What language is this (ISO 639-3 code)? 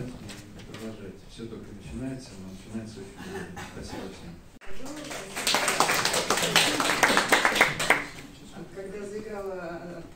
rus